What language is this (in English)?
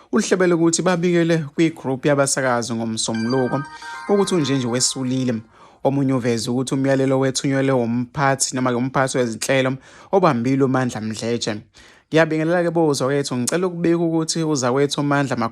Zulu